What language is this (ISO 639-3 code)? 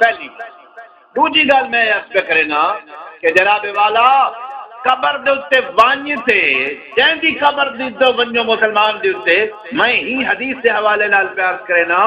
skr